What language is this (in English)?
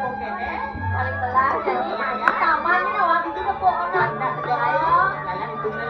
Balinese